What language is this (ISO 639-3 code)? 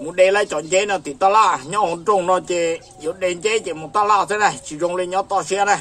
hmn